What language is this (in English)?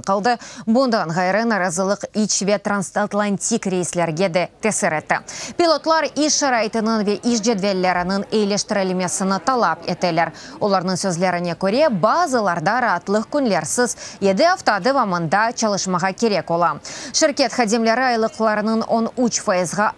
Crimean Tatar